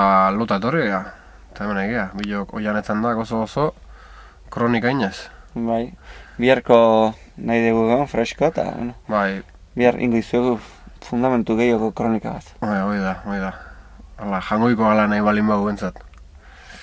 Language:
Basque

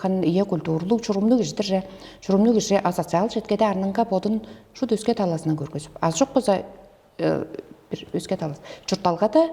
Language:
Tuvinian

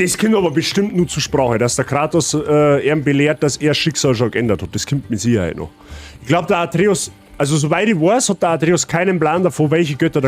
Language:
Bavarian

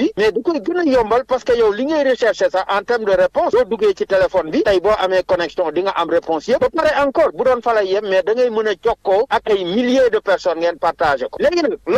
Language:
Wolof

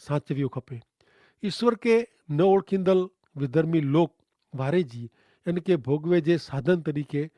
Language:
Kachhi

